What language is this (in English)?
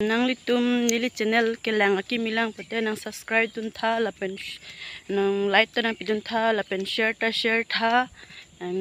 Karbi